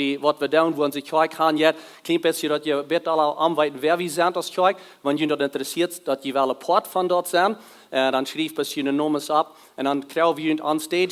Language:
Plautdietsch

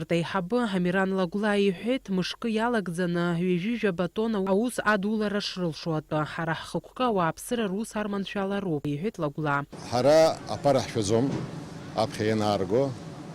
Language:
Abkhazian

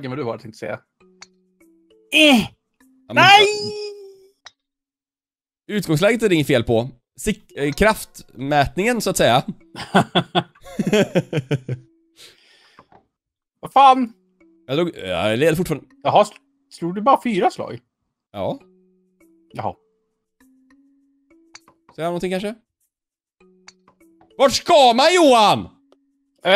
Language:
Swedish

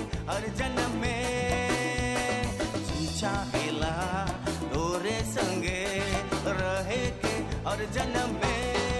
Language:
Bhojpuri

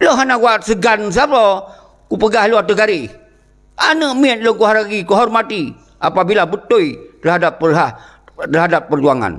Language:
Achinese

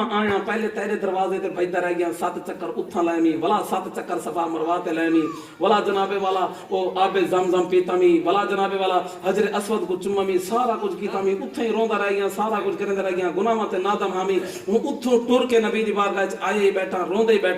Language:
Saraiki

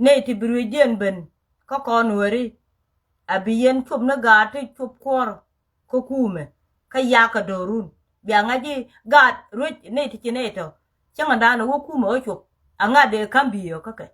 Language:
Nuer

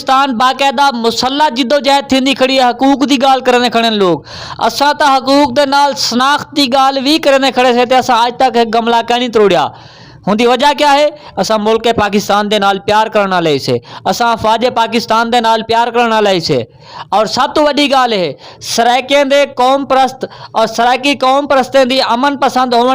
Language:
Saraiki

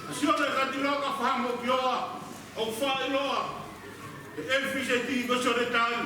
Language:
Tongan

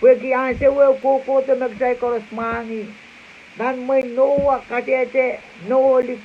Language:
Pohnpeian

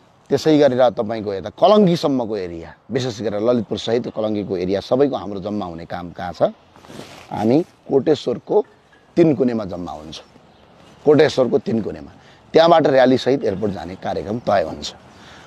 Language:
Nepali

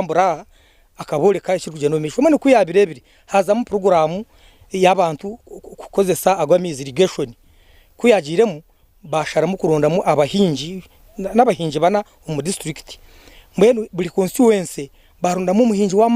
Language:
Nyankole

